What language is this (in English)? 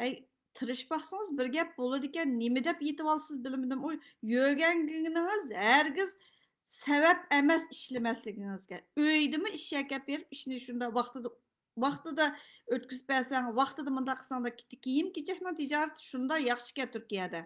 Uyghur